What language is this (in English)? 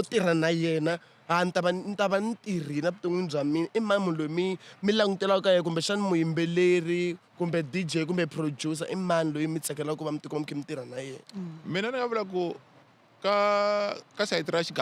Tsonga